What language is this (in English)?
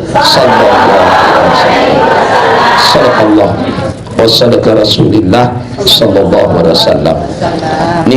Sasak